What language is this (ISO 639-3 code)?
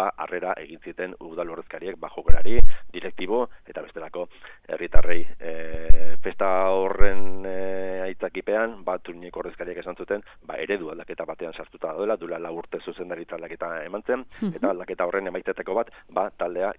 eus